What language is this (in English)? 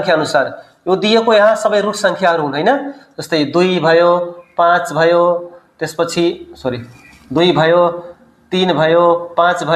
Nepali